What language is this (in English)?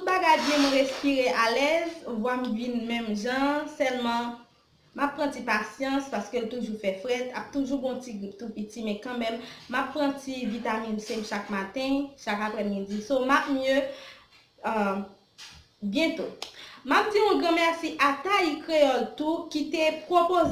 Haitian Creole